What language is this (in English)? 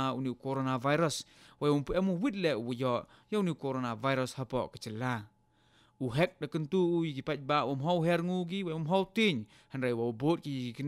Khasi